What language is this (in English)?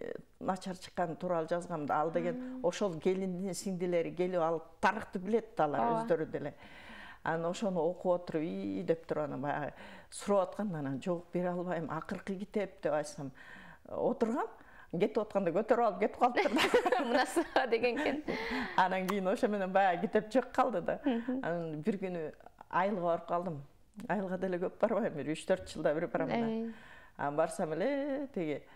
Kyrgyz